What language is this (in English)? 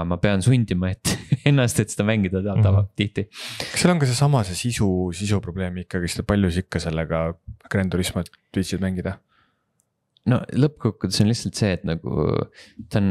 Estonian